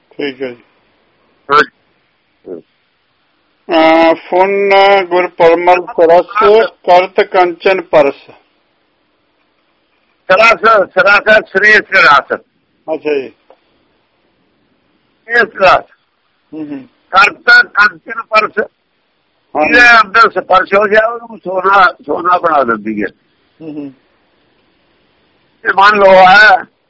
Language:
Punjabi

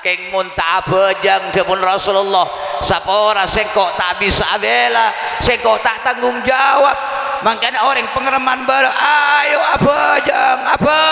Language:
Madurese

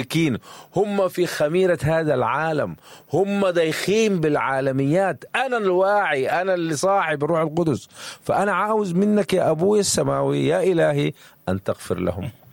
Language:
Sudanese Arabic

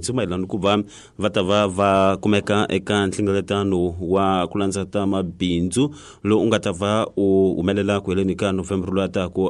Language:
Tsonga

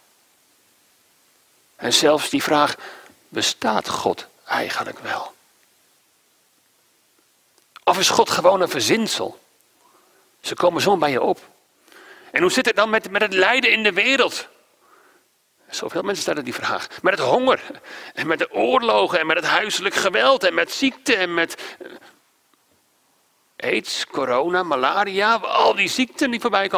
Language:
Dutch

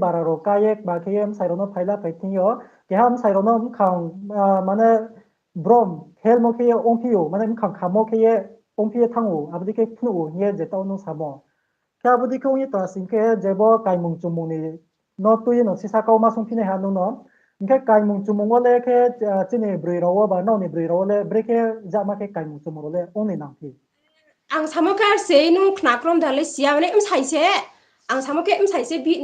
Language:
Riang (India)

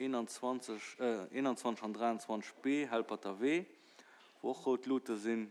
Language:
Luxembourgish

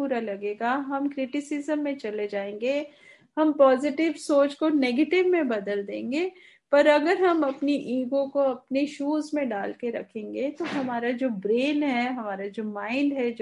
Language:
Hindi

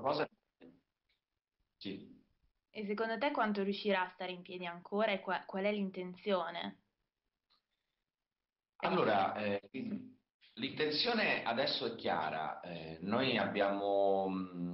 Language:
Italian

